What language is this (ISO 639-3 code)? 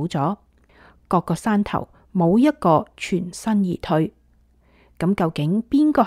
yue